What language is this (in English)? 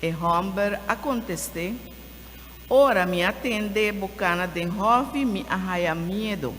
Papiamento